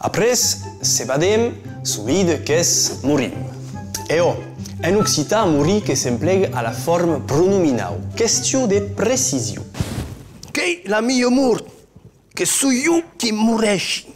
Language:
Occitan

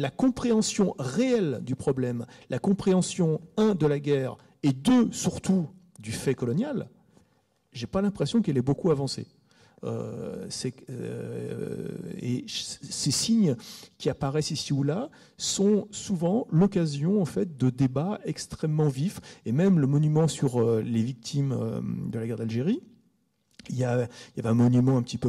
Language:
French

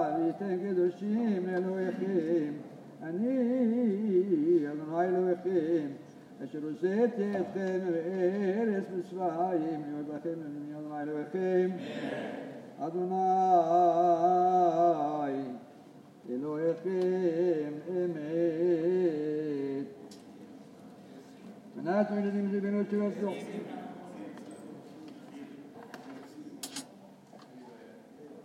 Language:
Hebrew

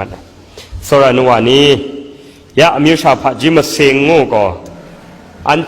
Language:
Kachin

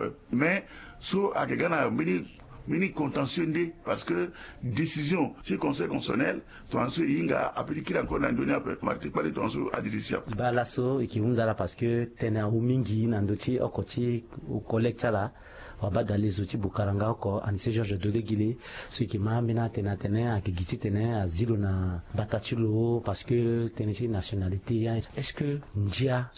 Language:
Sango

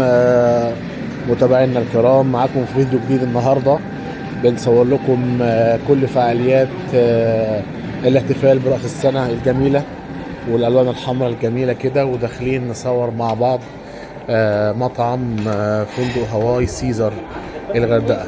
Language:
Egyptian Arabic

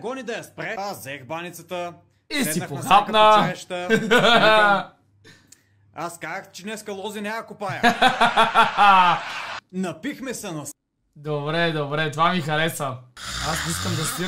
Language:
Bulgarian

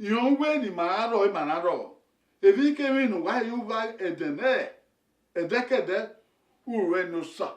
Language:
Bini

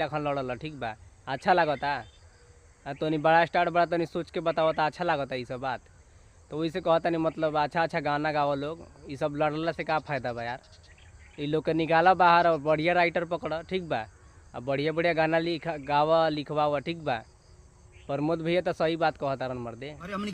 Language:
Bhojpuri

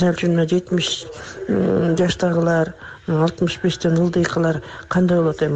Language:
Kyrgyz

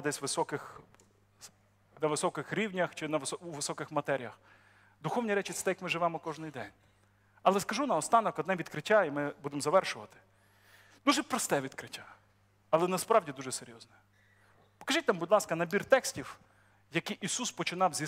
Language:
Ukrainian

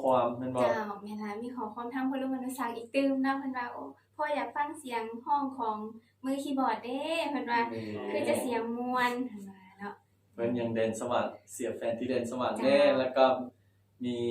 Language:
Lao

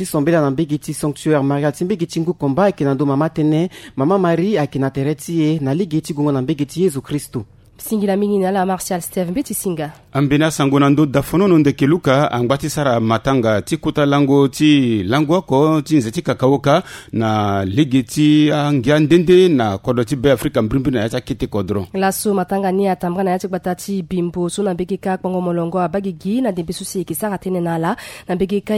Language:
Sango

